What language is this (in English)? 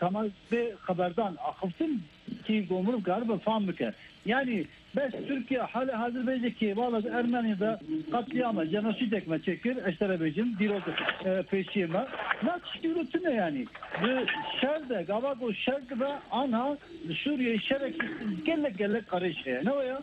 Kurdish